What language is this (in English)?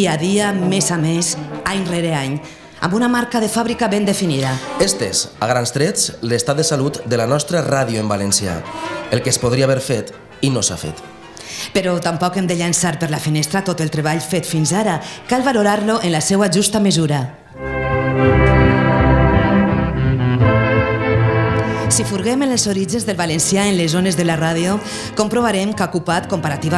Catalan